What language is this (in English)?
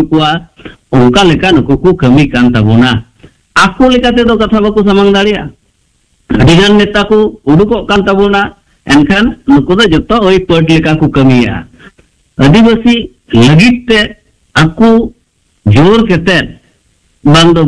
Santali